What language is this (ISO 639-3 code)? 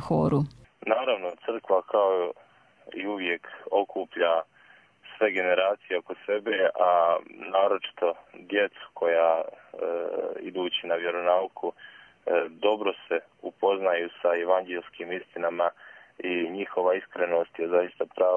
hrv